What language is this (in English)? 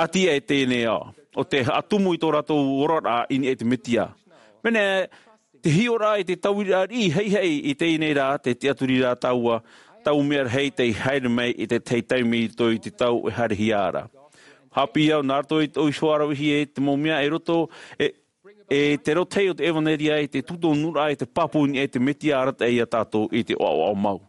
Tahitian